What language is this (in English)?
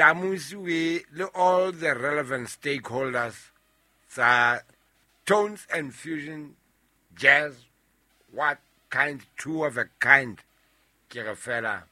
Southern Sotho